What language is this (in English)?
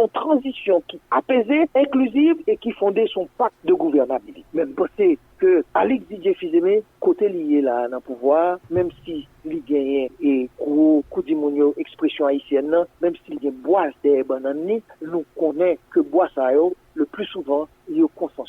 Haitian Creole